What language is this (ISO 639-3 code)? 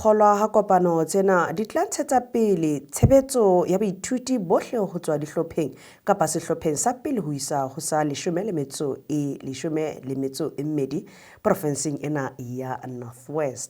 sot